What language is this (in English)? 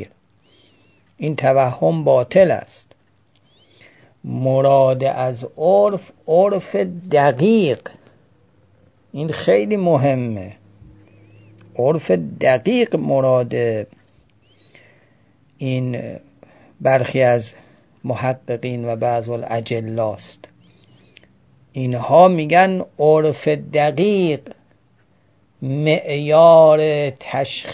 Persian